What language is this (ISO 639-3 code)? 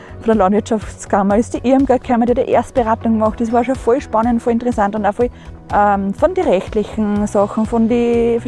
bar